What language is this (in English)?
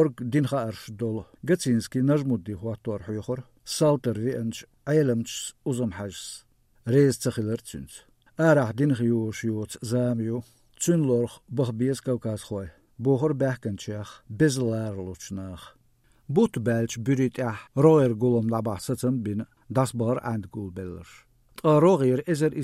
Chechen